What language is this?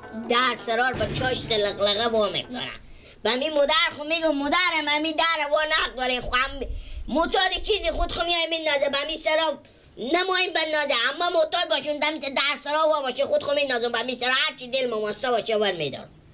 Persian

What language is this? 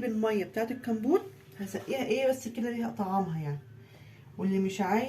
Egyptian Arabic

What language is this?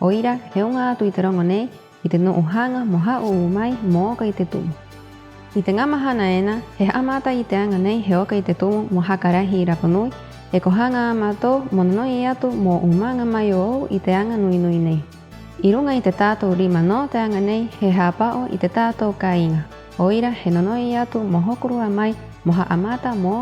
Rapanui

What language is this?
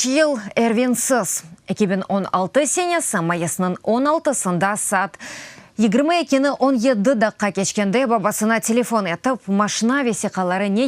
Crimean Tatar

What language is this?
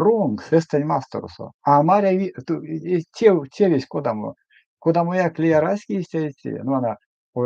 Erzya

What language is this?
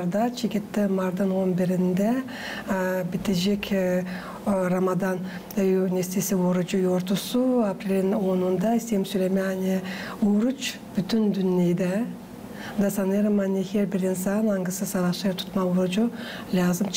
Gagauz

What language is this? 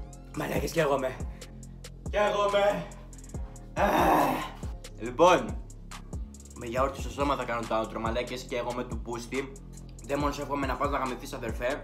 Greek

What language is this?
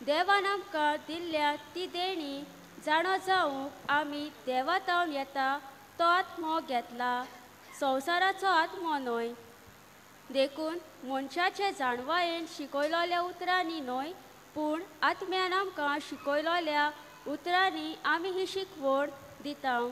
Konkani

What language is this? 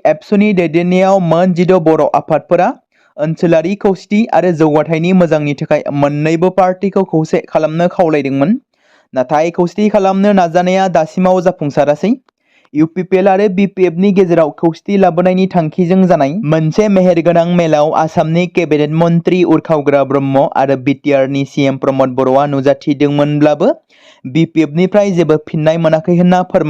Bodo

